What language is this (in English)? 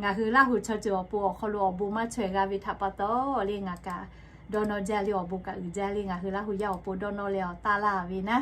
Lahu